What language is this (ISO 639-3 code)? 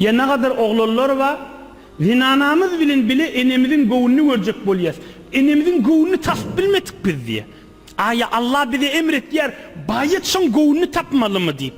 tuk